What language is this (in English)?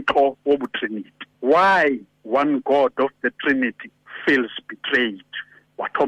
Xhosa